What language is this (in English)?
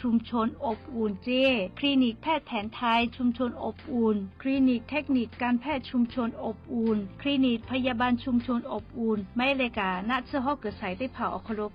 Lahu